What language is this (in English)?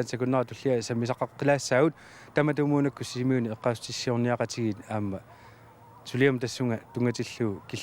Kalaallisut